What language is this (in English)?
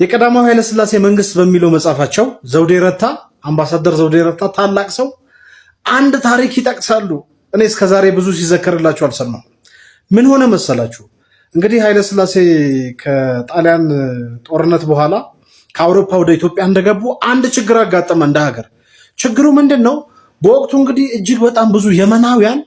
Amharic